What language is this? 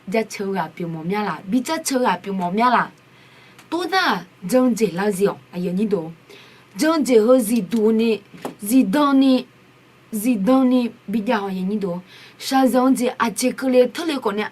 Akha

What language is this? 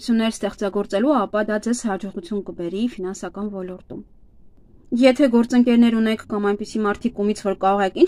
Armenian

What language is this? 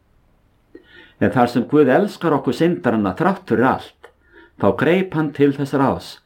Icelandic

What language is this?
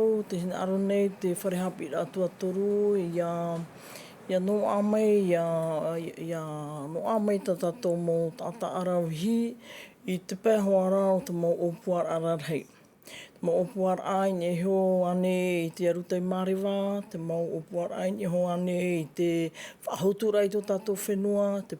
Tahitian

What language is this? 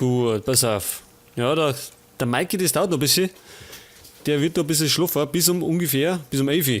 Bavarian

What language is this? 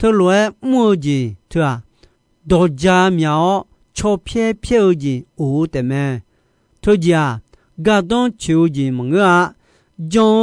Akha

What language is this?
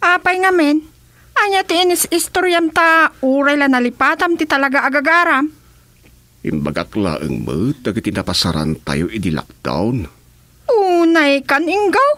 Iloko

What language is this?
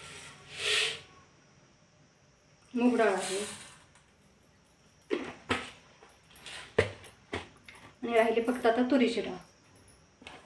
Marathi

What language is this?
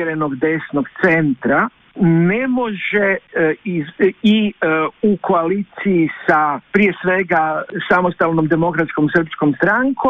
Croatian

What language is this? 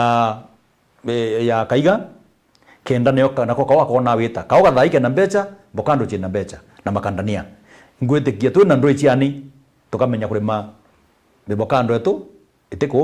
Meru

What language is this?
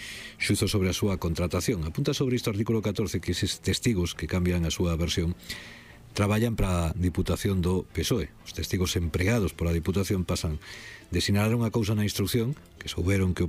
Galician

